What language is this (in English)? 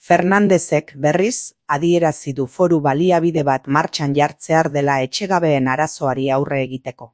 Basque